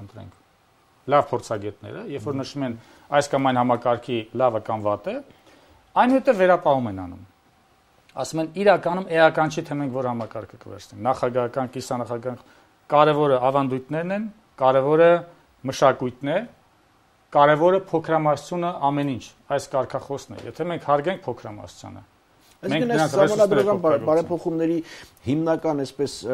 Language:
Armenian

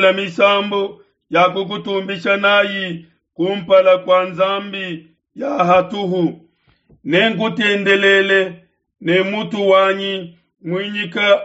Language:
Luba-Lulua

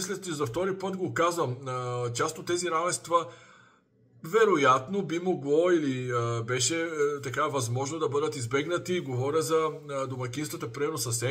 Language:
Bulgarian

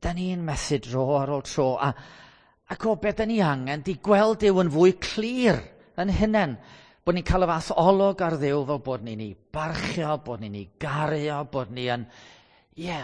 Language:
Welsh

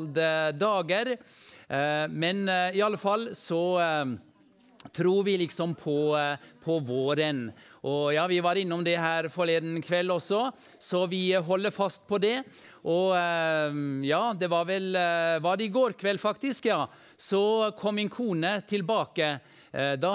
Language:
Norwegian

